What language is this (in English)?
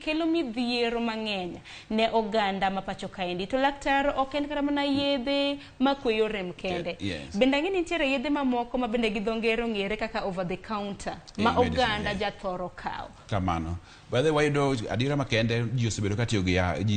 Luo (Kenya and Tanzania)